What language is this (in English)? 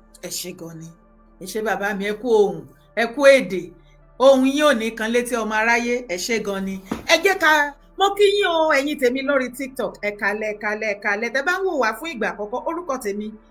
Yoruba